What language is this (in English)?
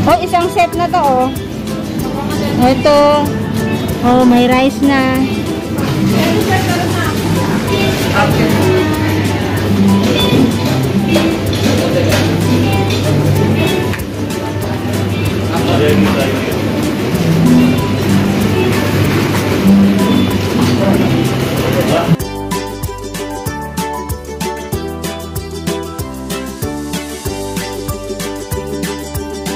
Filipino